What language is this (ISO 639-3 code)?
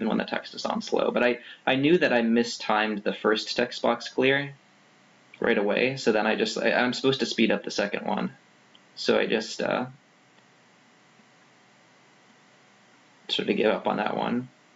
eng